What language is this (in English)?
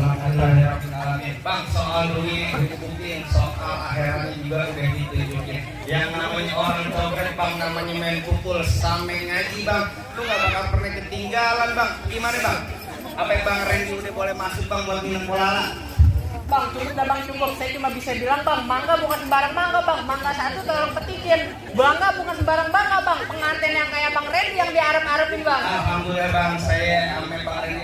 Betawi